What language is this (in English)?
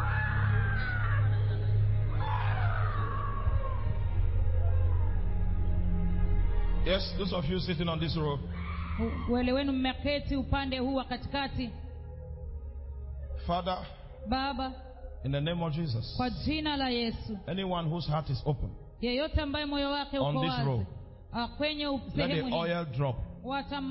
Swahili